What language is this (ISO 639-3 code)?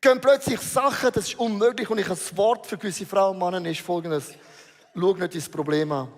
gsw